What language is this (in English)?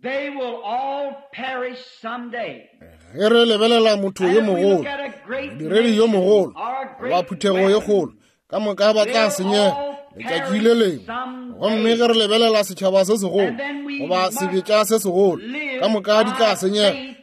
Northern Sotho